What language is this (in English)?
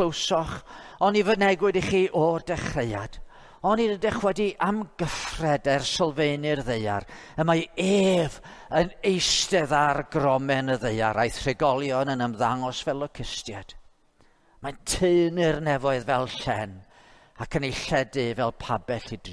Welsh